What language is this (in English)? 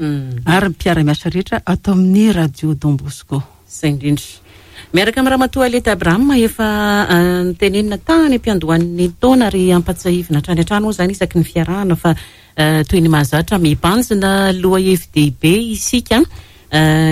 Malagasy